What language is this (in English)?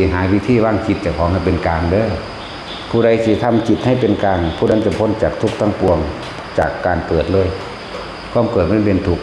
Northeastern Thai